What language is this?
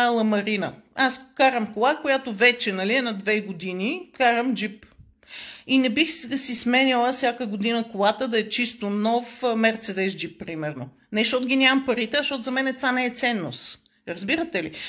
Bulgarian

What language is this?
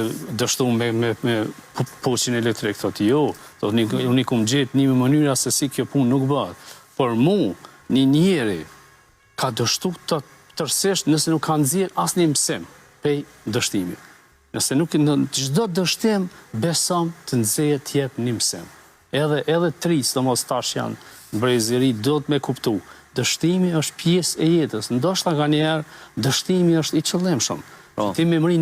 Albanian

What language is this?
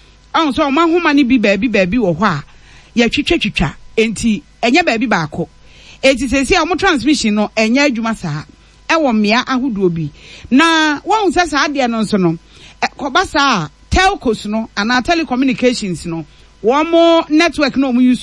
Akan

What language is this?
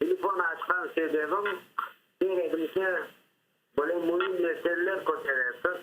Crimean Tatar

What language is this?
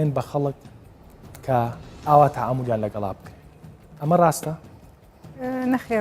Central Kurdish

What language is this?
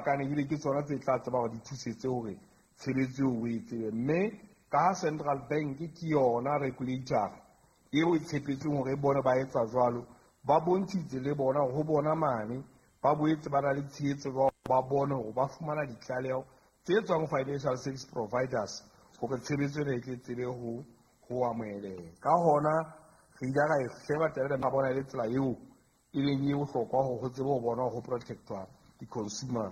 Southern Sotho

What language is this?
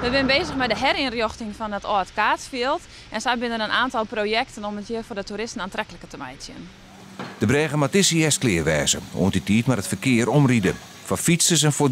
Western Frisian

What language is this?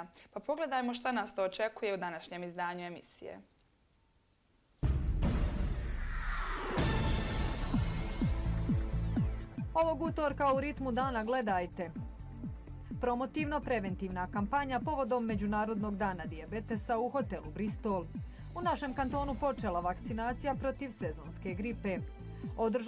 Bosnian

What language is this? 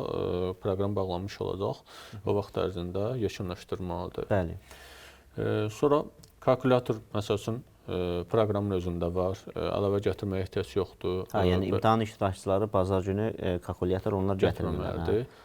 Azerbaijani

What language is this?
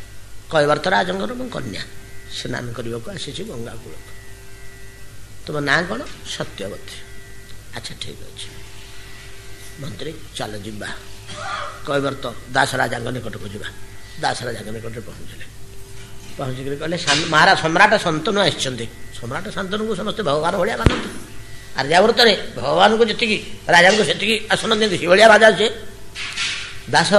Odia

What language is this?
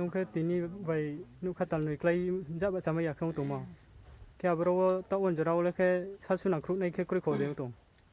Riang (India)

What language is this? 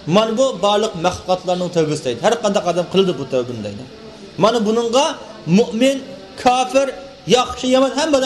Uyghur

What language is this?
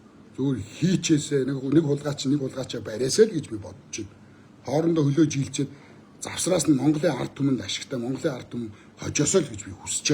Mongolian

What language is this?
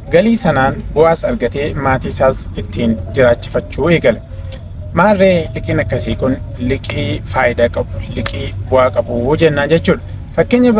Oromo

